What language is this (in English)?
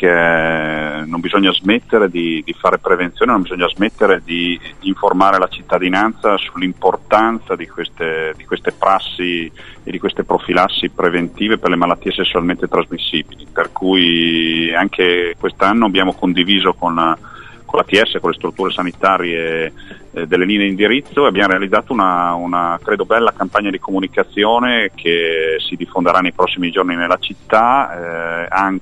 Italian